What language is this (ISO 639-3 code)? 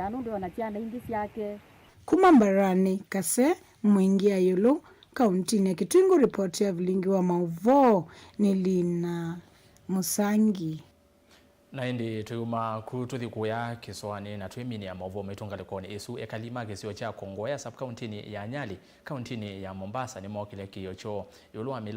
kam